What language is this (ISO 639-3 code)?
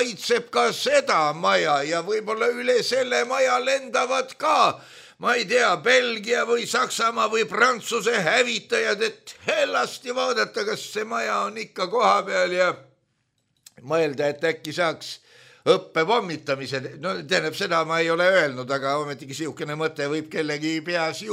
est